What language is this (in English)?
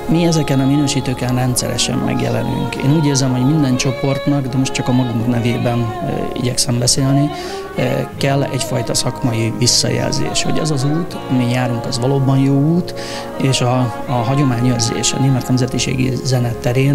Hungarian